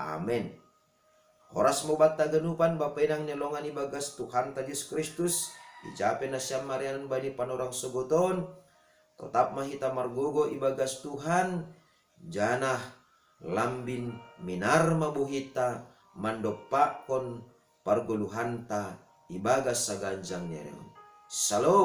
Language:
Batak Simalungun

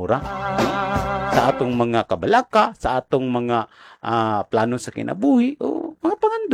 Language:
Cebuano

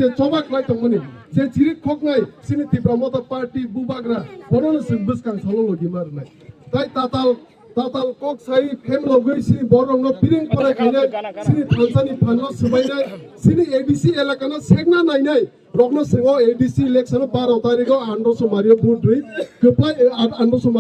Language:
Kok Borok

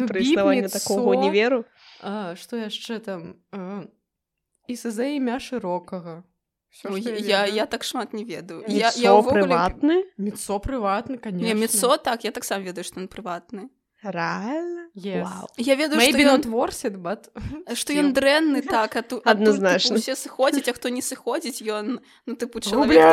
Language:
Belarusian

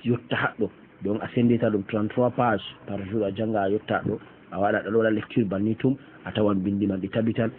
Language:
Fula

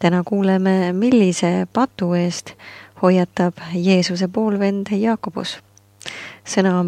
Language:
Estonian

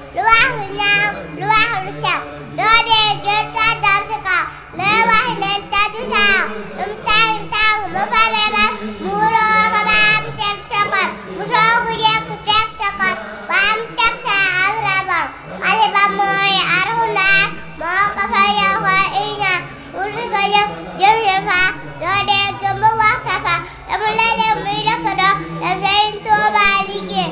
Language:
Wolof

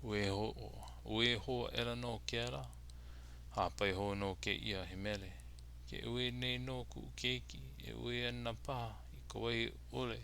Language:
Hawaiian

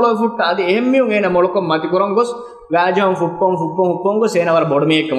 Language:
Divehi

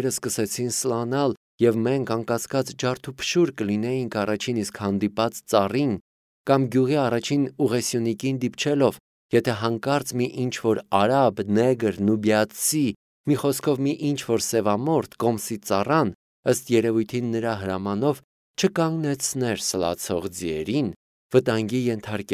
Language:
Armenian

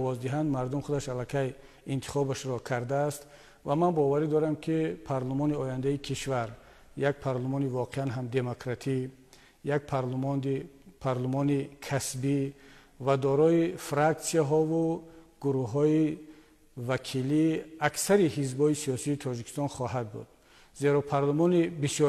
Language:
Tajik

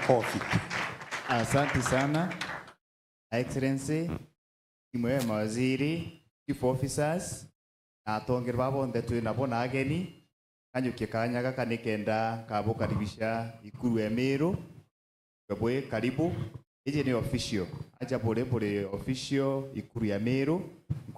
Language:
Meru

